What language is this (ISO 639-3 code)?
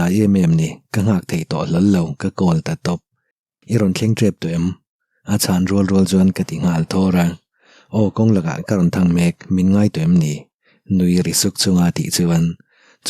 lus